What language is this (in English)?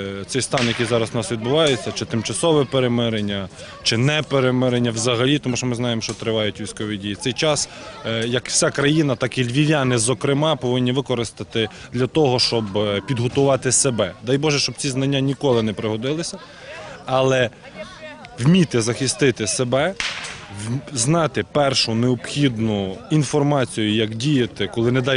Ukrainian